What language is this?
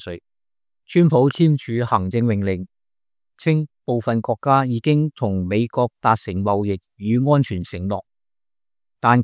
Cantonese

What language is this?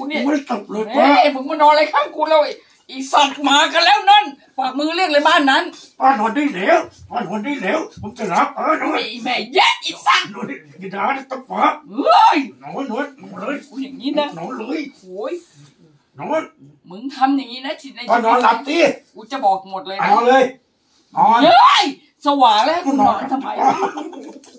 Thai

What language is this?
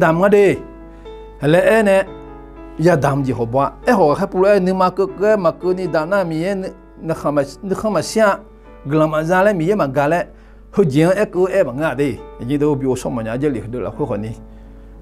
Akha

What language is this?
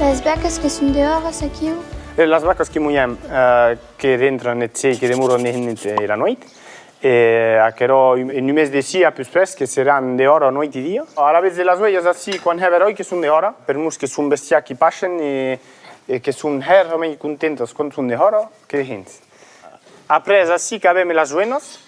Occitan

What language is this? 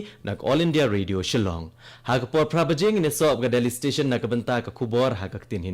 Khasi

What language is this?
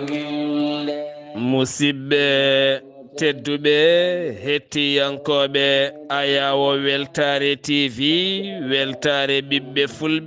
Fula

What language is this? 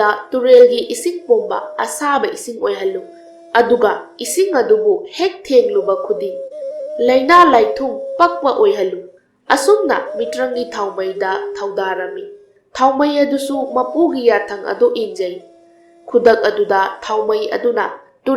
Manipuri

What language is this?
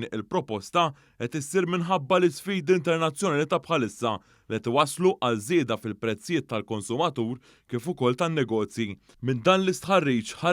Maltese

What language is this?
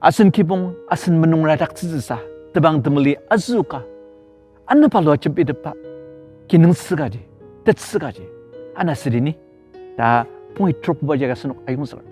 Ao Naga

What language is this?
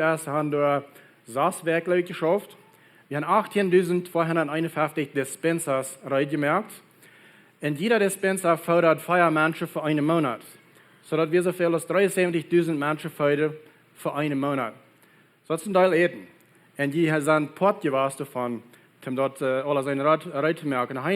Plautdietsch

